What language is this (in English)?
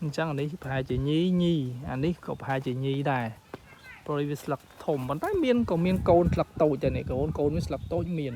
Khmer